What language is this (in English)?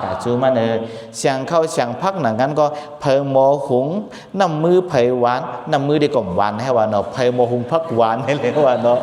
Shan